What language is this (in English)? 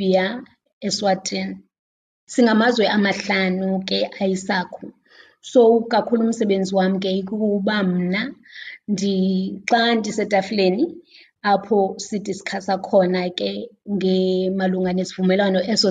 Xhosa